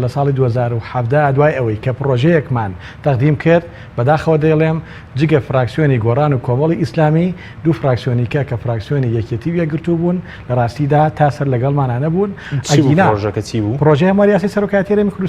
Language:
Central Kurdish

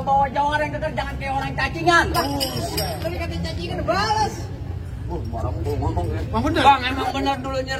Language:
Betawi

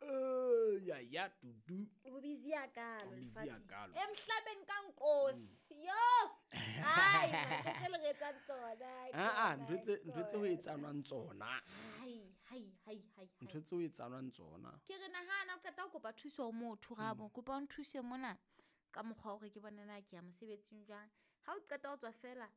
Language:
Southern Sotho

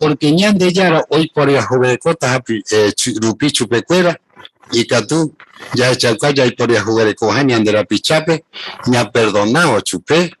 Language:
Guarani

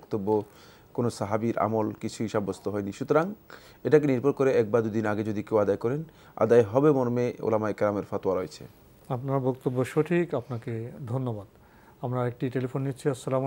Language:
Bangla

